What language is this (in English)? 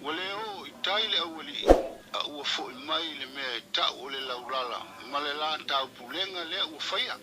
Samoan